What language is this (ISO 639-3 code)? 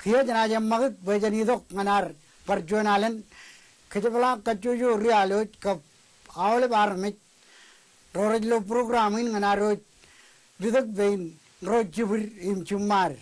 mah